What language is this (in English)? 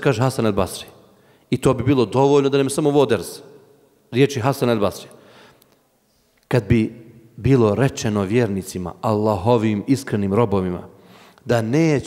Bosnian